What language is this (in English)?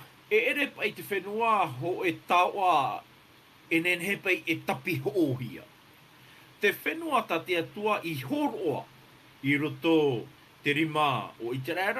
Tahitian